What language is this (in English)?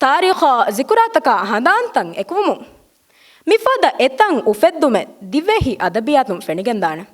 Divehi